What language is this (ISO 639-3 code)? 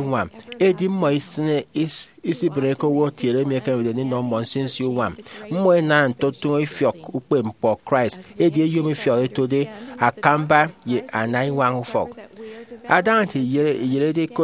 efi